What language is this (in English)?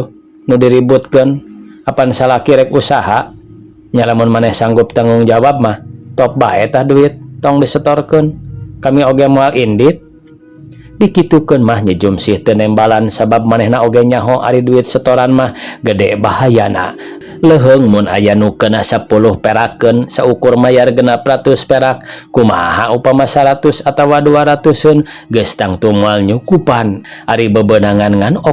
Sundanese